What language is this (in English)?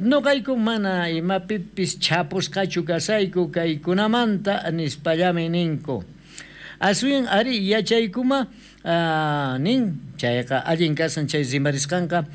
South Bolivian Quechua